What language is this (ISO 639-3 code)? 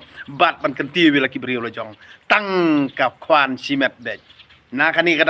kha